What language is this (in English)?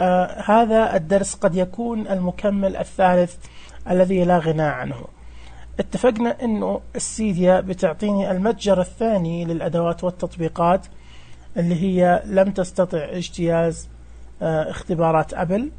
Najdi Arabic